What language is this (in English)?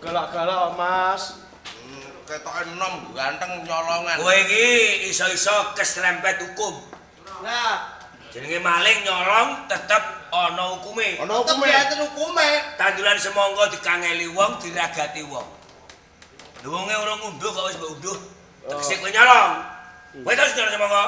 Javanese